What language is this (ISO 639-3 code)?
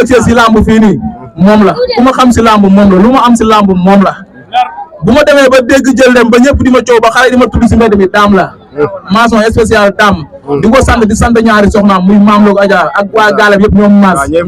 wol